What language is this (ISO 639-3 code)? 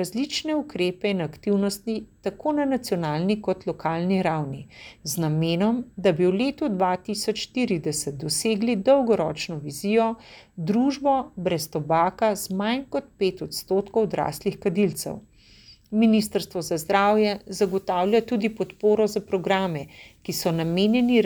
slv